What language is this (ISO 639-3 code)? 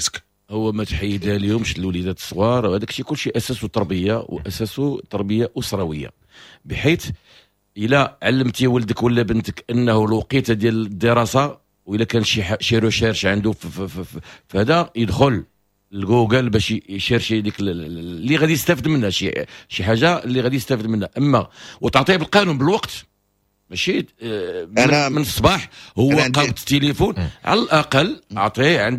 ary